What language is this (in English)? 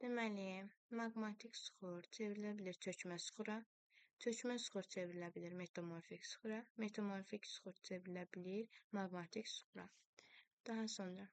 Azerbaijani